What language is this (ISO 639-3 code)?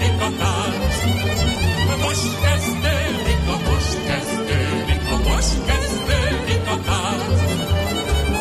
hun